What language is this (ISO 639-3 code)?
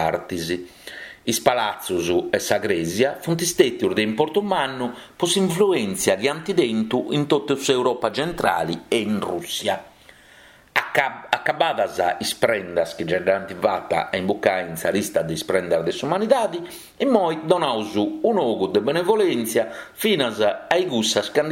srd